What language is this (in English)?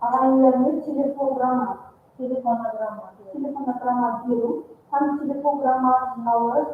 Kara-Kalpak